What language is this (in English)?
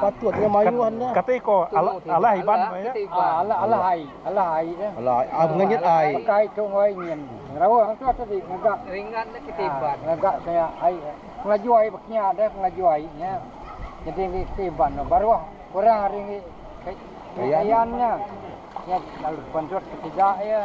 Iban